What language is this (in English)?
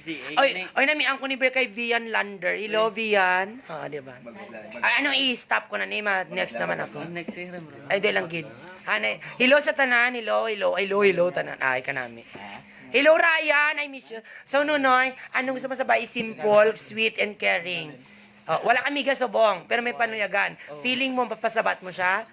Hiligaynon